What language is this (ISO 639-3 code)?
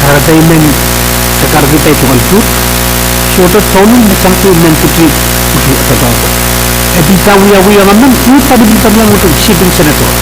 pon